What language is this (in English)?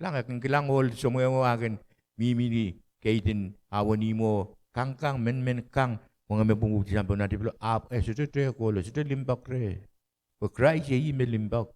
Pohnpeian